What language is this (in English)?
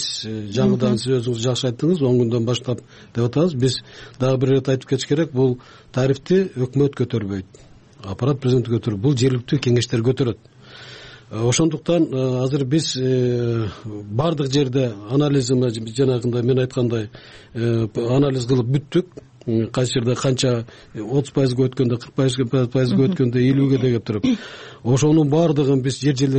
Kyrgyz